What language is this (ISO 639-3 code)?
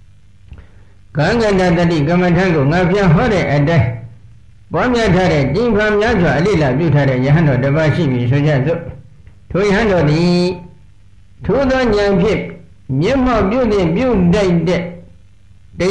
mya